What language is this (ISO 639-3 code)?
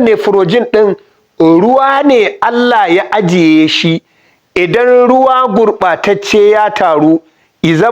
hau